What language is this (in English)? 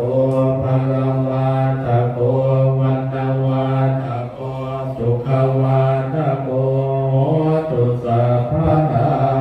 Pali